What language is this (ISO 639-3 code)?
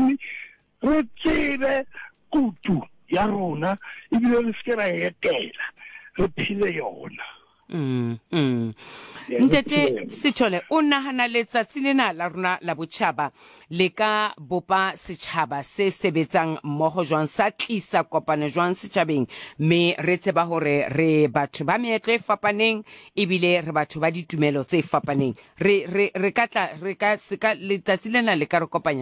sot